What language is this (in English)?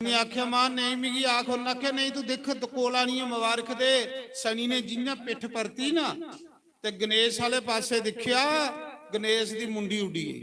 Dogri